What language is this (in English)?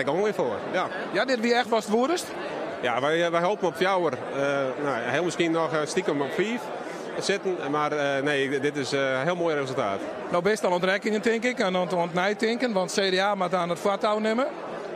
Western Frisian